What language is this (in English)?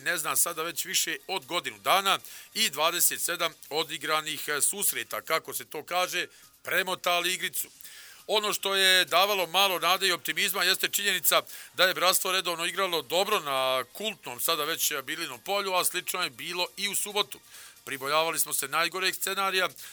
Bosnian